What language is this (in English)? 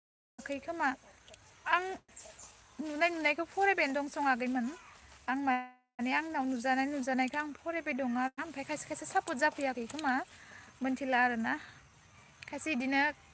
Bodo